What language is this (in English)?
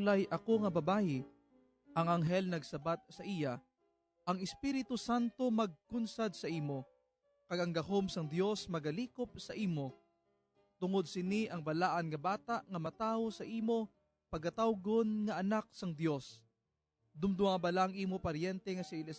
Hiligaynon